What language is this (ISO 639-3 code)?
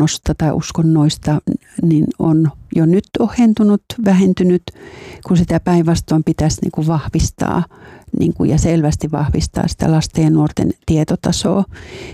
fin